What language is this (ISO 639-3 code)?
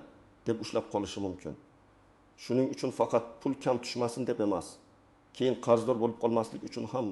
uzb